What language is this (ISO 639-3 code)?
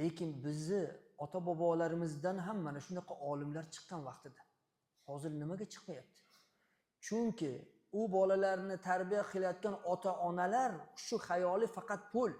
uzb